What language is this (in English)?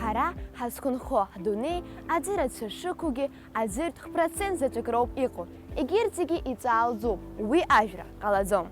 Abkhazian